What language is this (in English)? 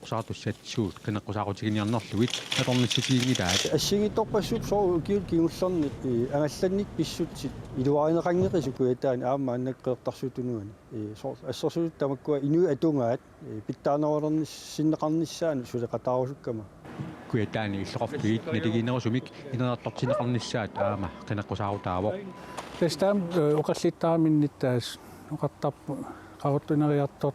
Kalaallisut